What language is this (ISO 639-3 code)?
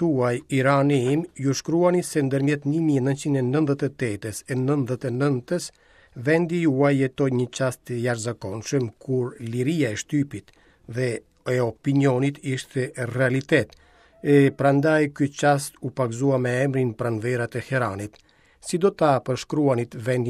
sqi